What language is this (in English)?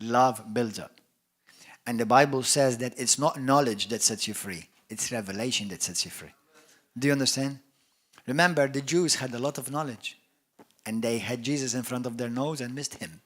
English